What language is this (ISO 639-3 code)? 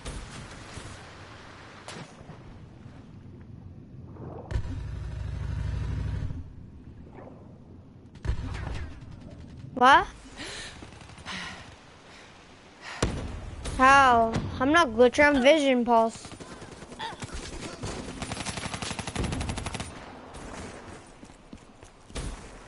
eng